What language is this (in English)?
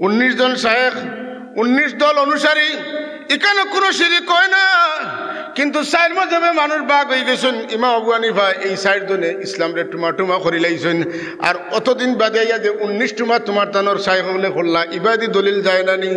Sylheti